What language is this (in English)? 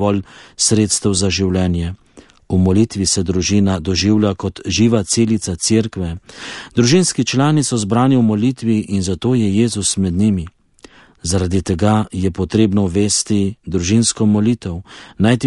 Slovenian